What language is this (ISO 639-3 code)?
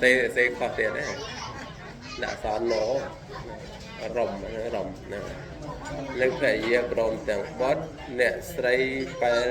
khm